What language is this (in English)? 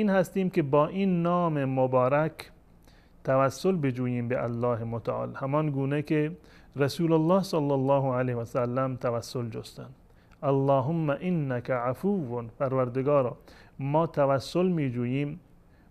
Persian